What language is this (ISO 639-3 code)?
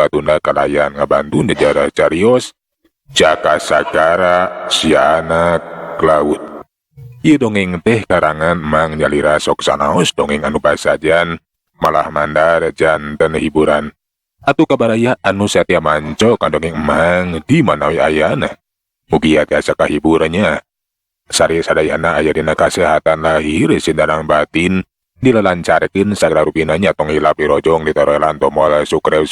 sun